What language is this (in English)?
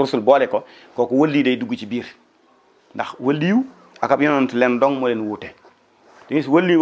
Wolof